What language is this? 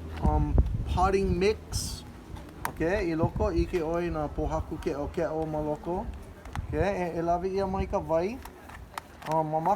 Hawaiian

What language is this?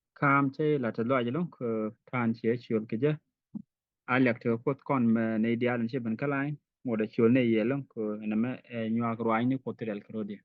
Nuer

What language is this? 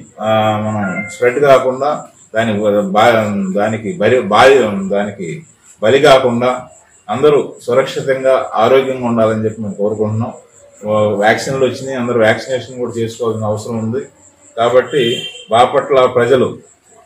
Telugu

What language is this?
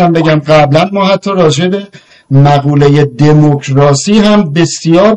Persian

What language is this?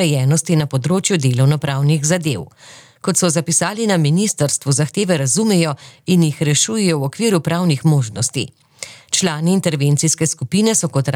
Slovenian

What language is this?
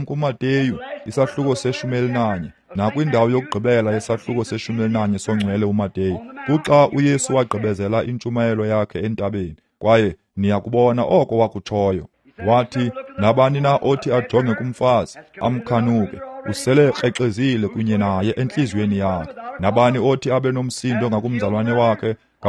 Xhosa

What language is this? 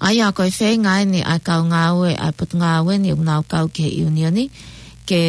Tongan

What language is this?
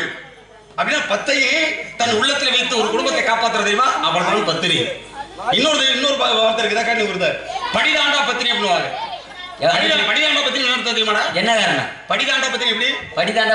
Tamil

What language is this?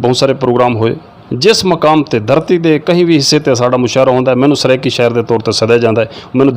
Saraiki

